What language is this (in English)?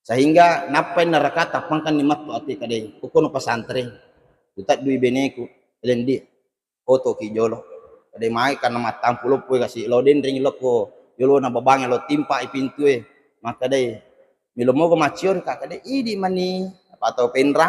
Buginese